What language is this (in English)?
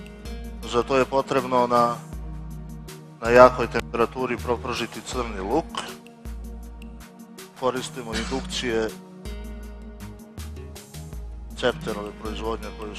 Serbian